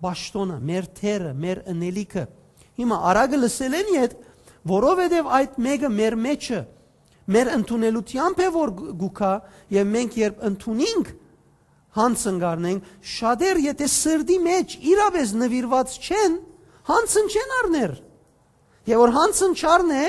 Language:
Western Armenian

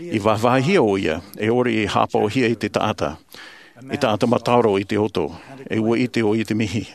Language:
Tahitian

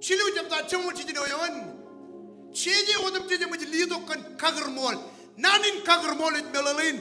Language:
Marshallese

